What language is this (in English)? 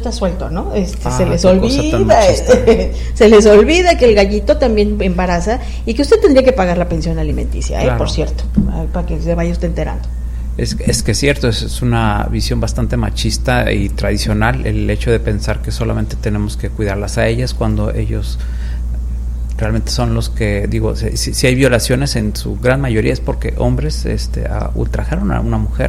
Spanish